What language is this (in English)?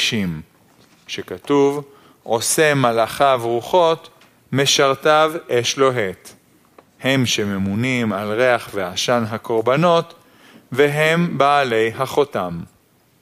Hebrew